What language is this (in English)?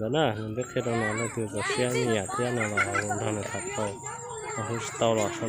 Hmong